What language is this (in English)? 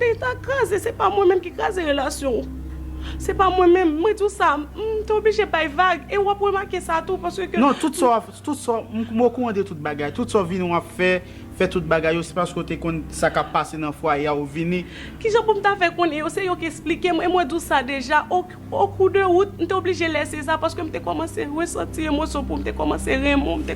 Haitian Creole